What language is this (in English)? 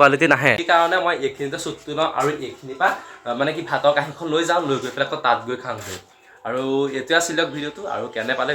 Assamese